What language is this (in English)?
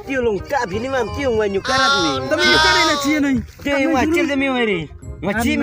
Khasi